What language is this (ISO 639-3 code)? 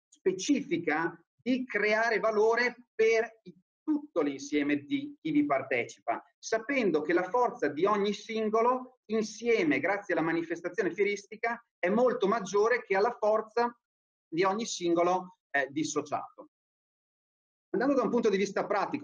ita